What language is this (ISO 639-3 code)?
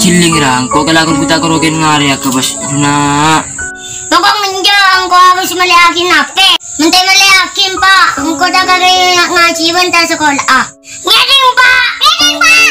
mad